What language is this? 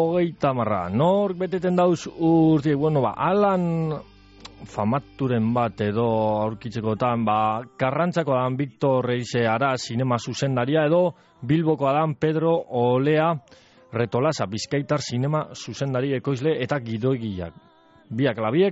Basque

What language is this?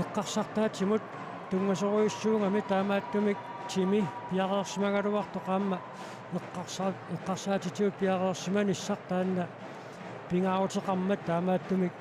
Kalaallisut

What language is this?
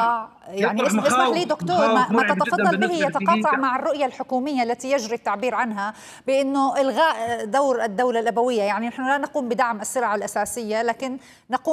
Arabic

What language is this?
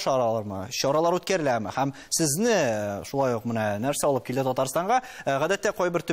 Tatar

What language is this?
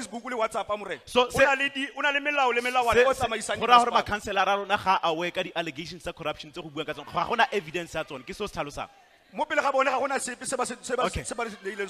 Tswana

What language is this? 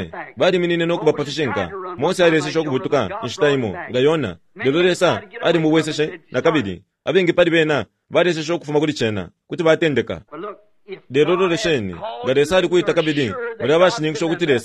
Bemba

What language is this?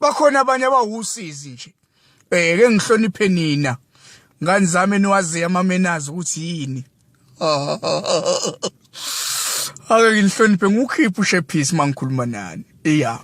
Zulu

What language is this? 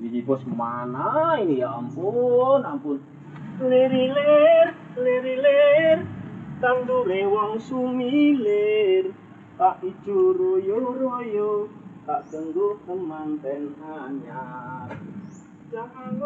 Betawi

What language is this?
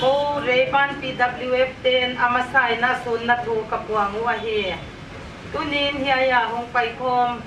Paite Chin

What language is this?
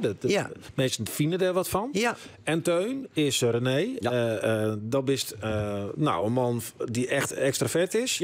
Western Frisian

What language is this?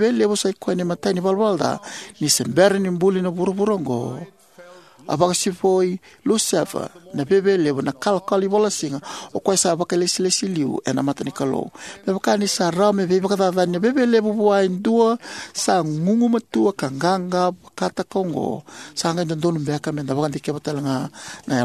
Fijian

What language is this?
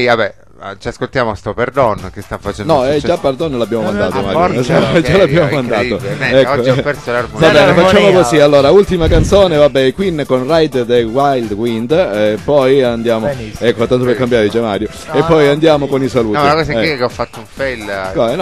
Italian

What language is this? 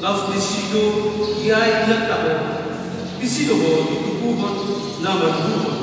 Batak Toba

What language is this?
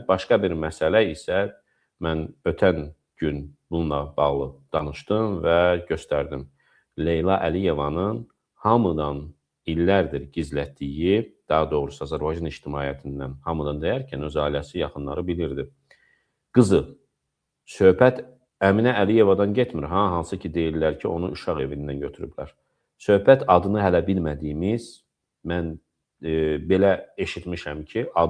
Azerbaijani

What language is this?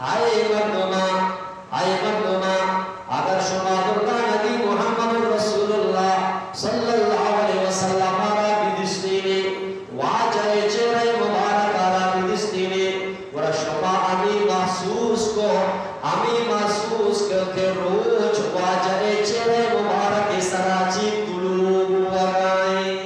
Eastern Balochi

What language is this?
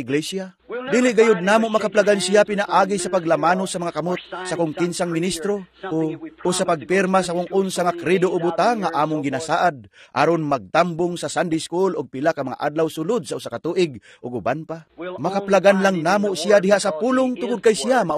Cebuano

